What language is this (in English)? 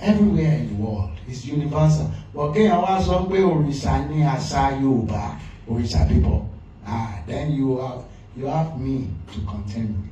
Yoruba